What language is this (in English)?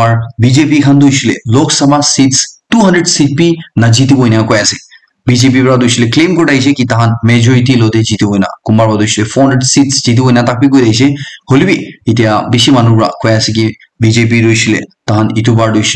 Naga Pidgin